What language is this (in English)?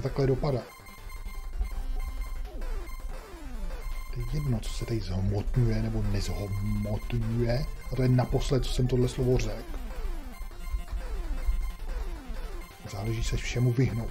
Czech